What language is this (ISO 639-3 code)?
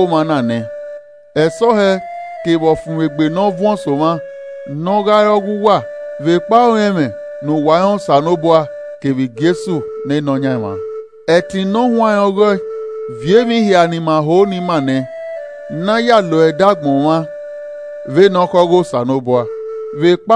ish